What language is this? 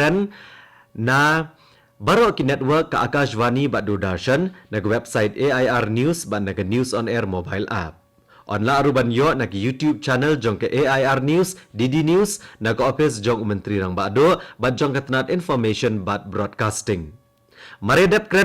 Khasi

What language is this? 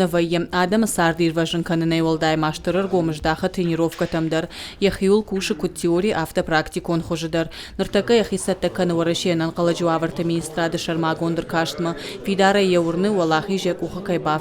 Ossetic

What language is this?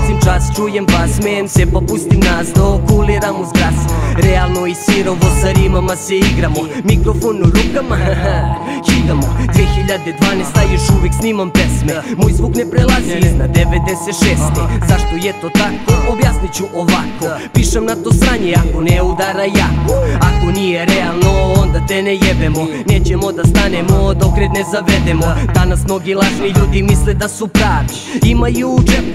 Serbian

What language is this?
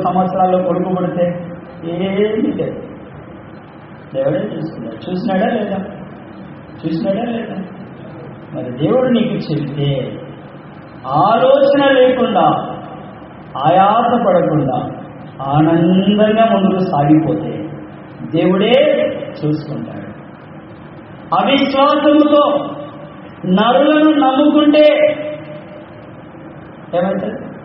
Telugu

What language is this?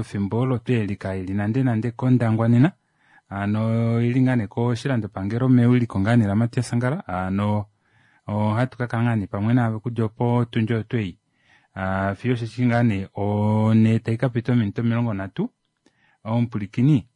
Kuanyama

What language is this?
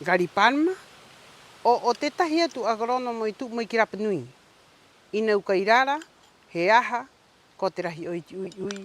Rapanui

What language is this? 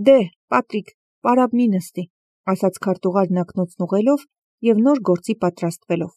Armenian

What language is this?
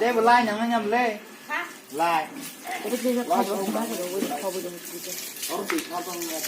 Kok Borok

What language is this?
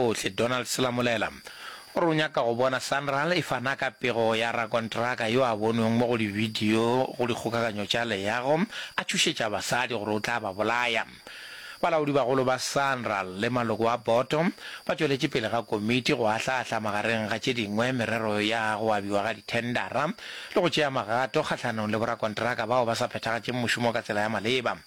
Northern Sotho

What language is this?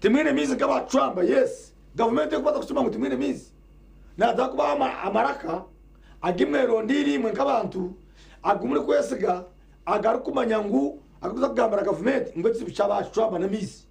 Nyankole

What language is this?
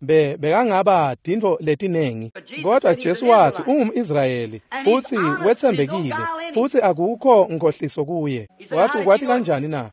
Swati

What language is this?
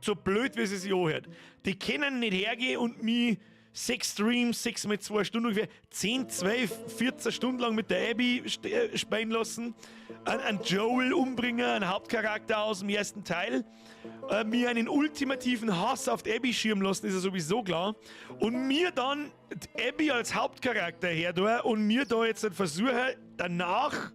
Bavarian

